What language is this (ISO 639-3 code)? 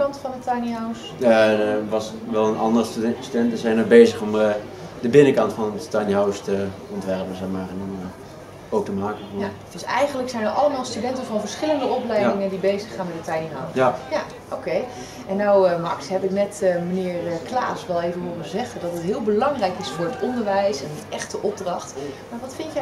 nld